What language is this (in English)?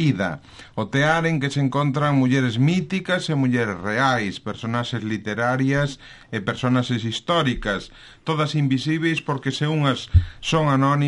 Galician